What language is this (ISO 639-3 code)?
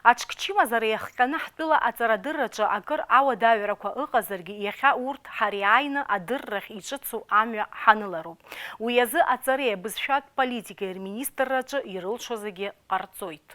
abk